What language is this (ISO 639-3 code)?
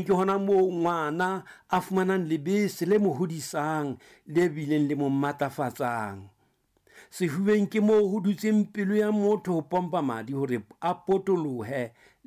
sot